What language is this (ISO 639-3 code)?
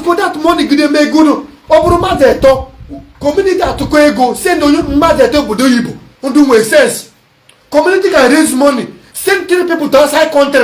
ibo